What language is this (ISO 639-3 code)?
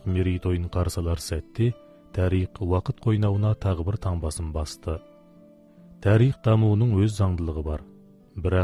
kaz